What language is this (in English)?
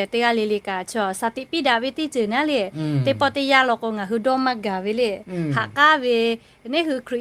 Lahu